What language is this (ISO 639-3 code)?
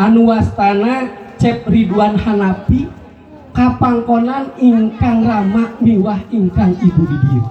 sun